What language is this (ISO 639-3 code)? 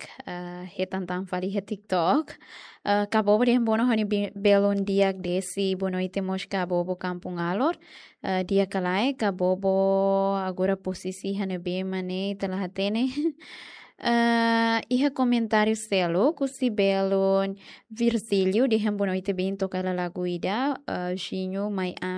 tet